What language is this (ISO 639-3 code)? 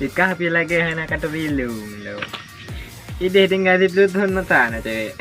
ace